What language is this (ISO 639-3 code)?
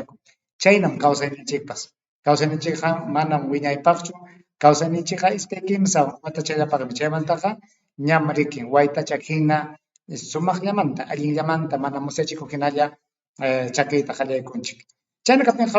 quy